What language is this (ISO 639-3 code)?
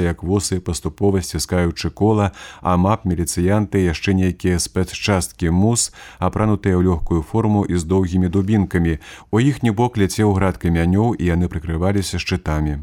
bel